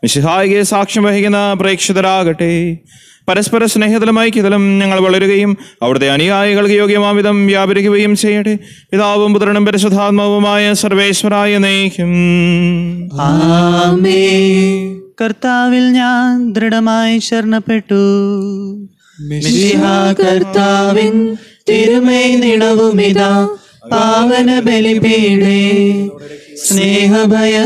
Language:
Malayalam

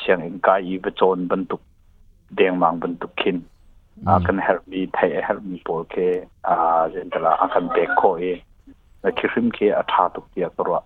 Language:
Hakha Chin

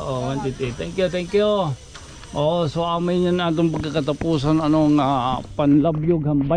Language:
Waray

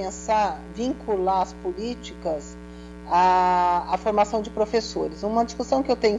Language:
Portuguese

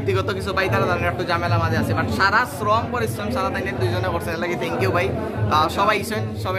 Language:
Sylheti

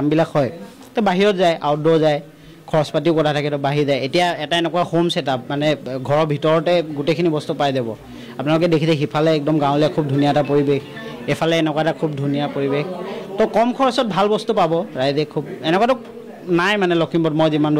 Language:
Assamese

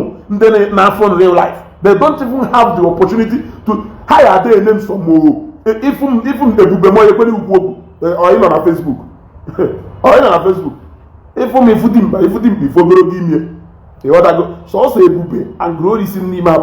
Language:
Igbo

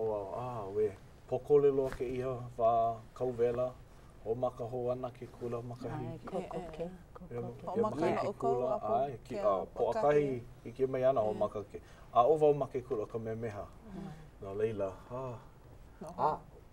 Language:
Hawaiian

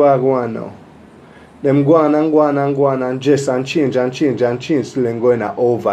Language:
Jamaican Creole English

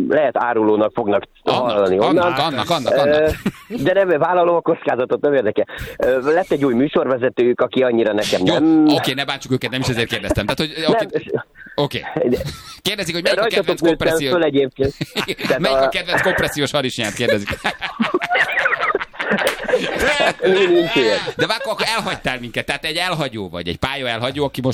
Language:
Hungarian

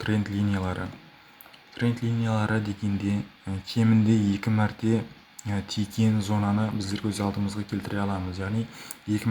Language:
Kara-Kalpak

